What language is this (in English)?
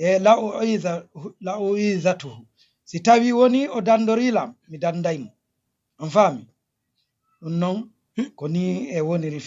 Fula